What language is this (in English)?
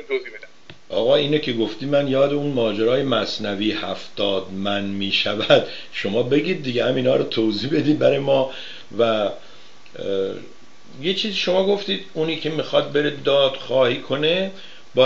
Persian